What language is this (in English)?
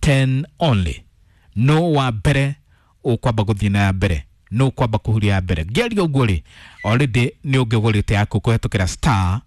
Kikuyu